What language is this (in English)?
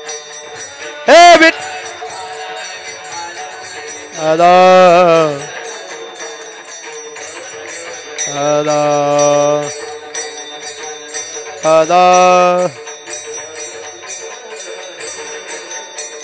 Marathi